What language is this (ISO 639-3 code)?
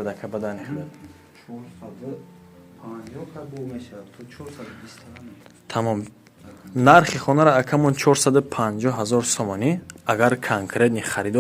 tgk